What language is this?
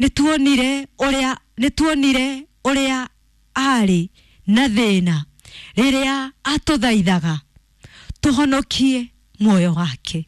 Kikuyu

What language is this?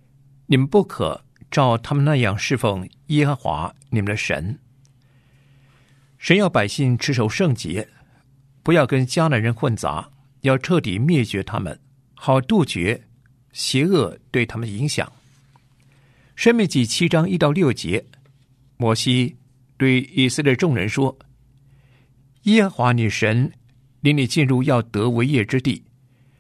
Chinese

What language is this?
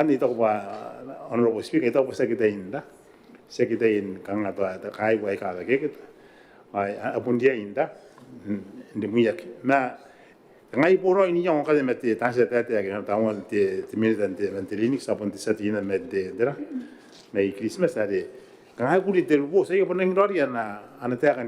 Gilbertese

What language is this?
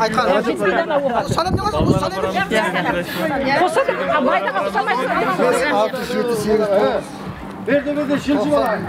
Kara-Kalpak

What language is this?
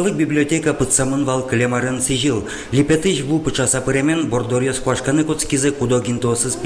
Udmurt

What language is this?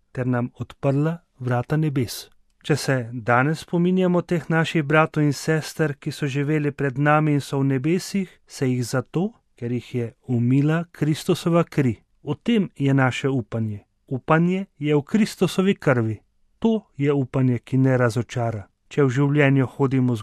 Slovenian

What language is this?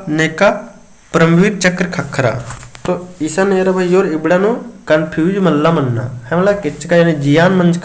Kurukh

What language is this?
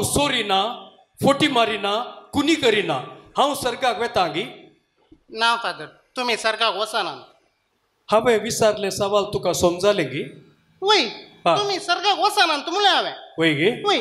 Konkani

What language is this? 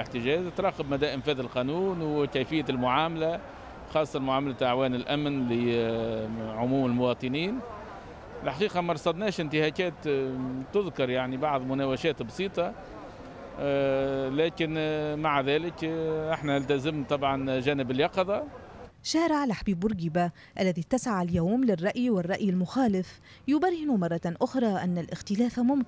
Tunisian Arabic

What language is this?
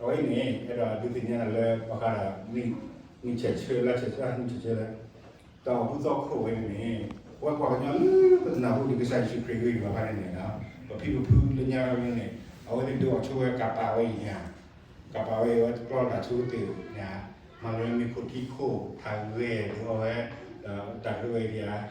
S'gaw Karen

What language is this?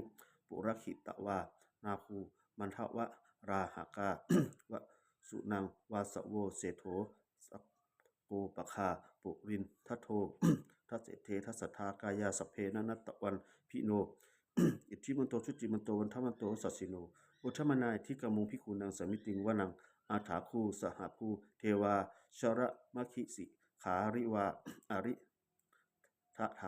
Pali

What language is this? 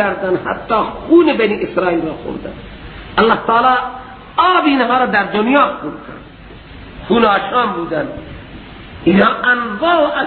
Persian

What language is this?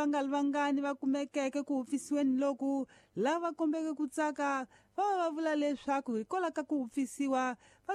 Tsonga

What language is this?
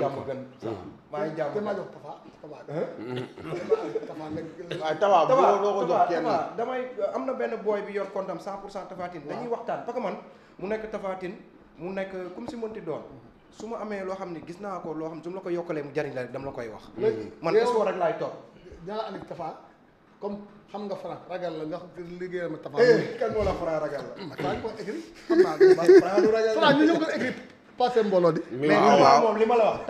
Wolof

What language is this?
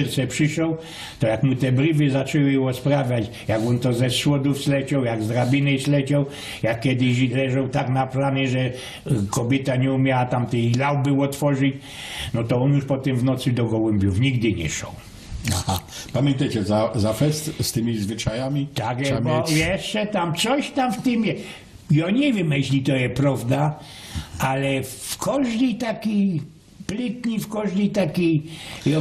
Silesian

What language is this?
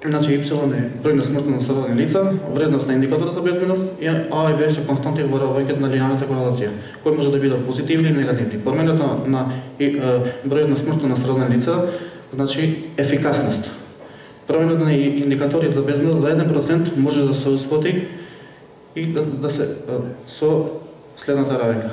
Macedonian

